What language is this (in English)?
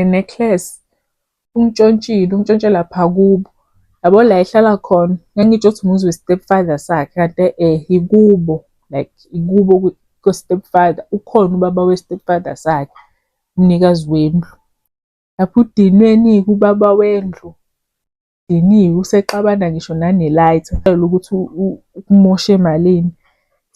Zulu